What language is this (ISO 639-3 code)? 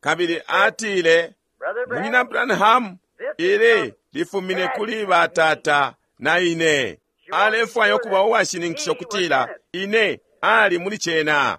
bem